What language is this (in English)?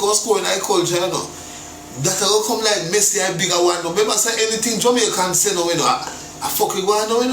Jamaican Creole English